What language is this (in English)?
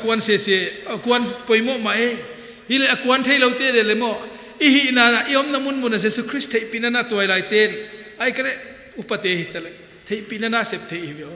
Paite Chin